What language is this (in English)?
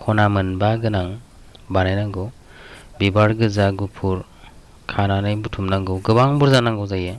Bodo